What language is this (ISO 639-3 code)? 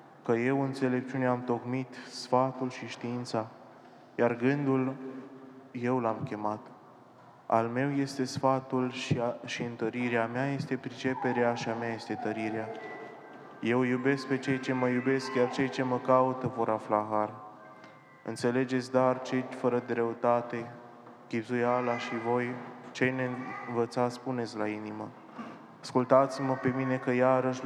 ron